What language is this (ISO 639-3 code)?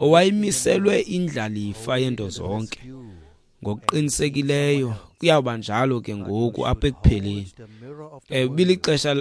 xho